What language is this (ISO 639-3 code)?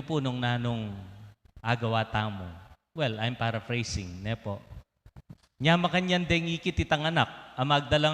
pam